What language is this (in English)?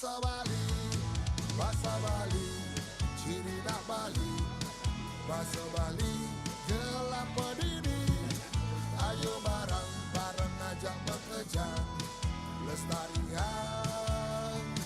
Balinese